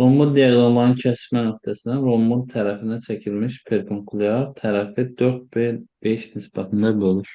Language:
Azerbaijani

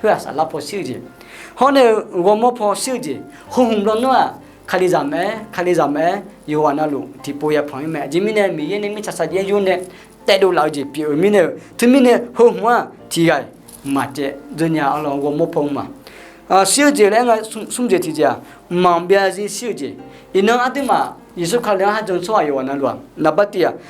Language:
Akha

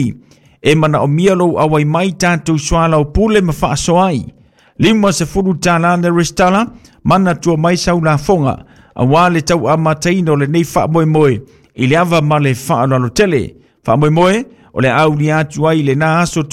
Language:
Samoan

